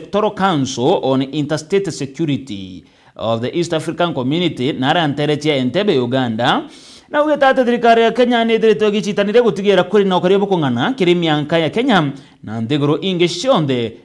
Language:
Meru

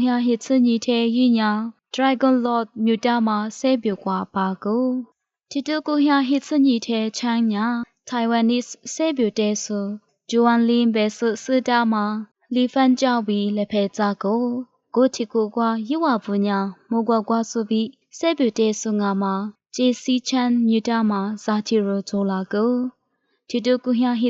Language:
Lisu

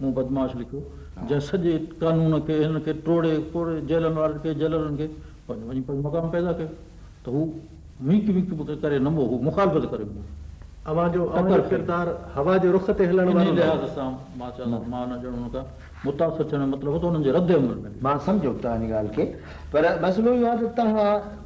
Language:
Sindhi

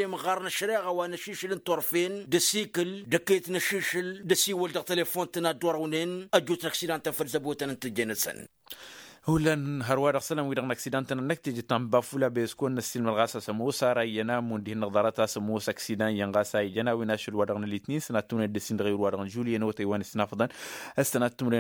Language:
Tamasheq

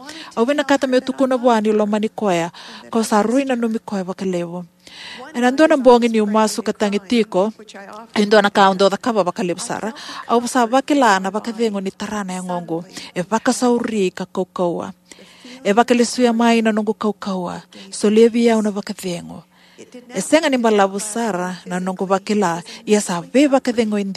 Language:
Fijian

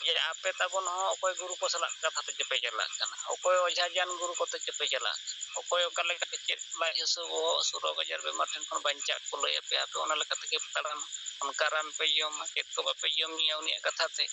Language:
Santali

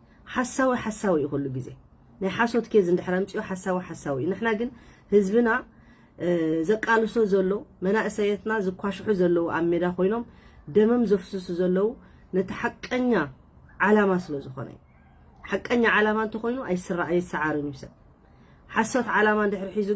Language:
Tigrinya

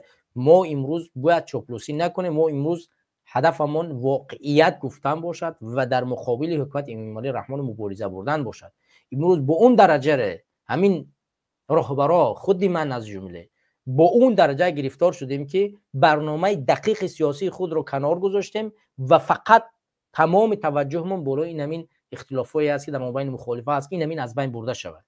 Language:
Tajik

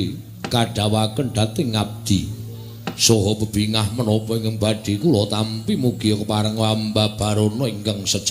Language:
Javanese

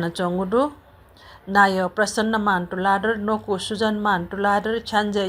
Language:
Newari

